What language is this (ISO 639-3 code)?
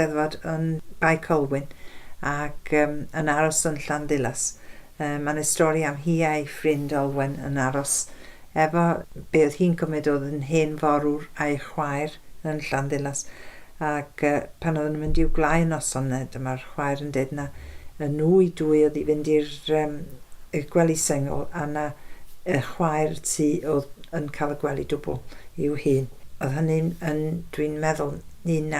cym